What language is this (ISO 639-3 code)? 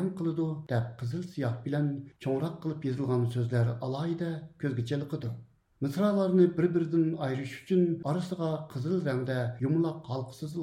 uig